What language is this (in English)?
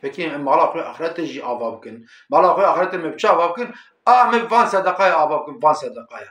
Kurdish